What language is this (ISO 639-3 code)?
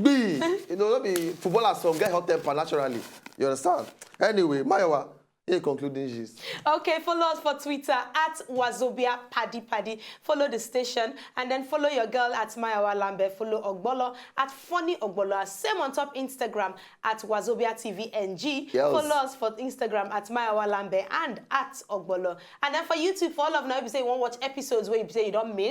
pcm